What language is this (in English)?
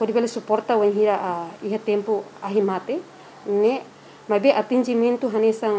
Tetum